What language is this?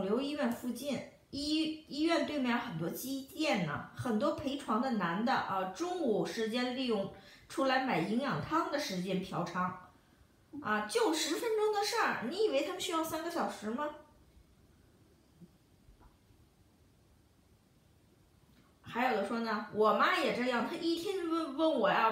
Chinese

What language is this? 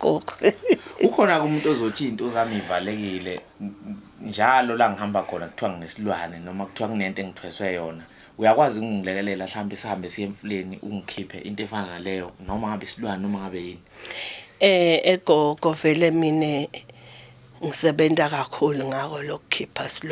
Zulu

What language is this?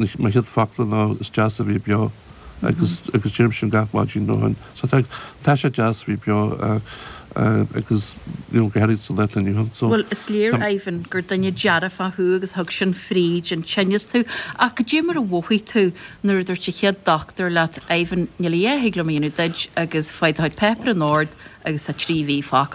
Irish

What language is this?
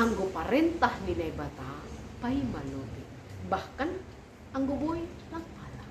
Batak Simalungun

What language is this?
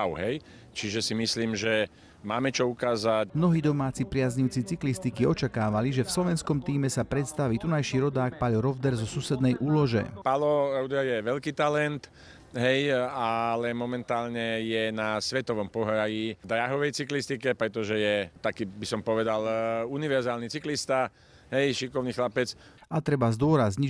Slovak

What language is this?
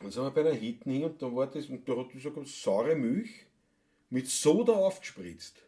Bavarian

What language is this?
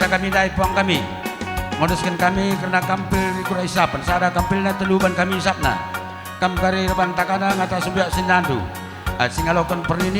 Batak Karo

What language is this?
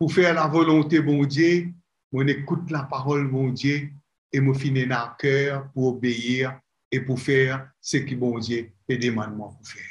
Morisyen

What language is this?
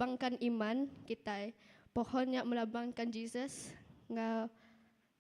Iban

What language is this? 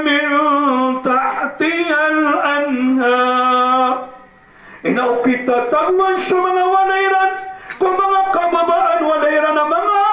Maranao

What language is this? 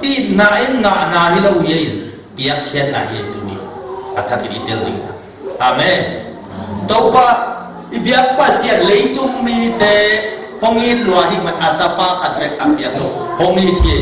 Tedim Chin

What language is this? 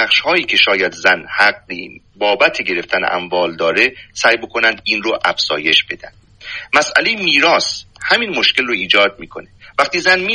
Persian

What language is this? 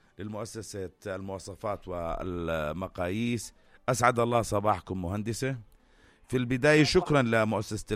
North Levantine Arabic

